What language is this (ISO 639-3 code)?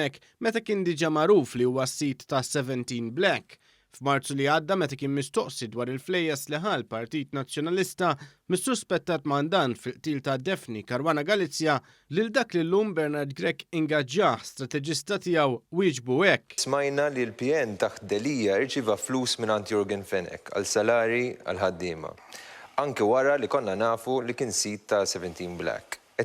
mlt